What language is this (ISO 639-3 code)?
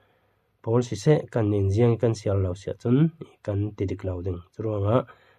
cfm